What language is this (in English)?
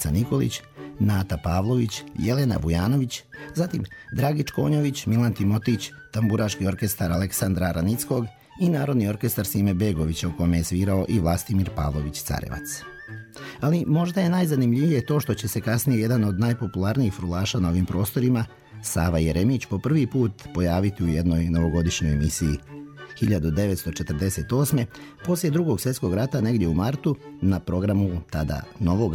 Serbian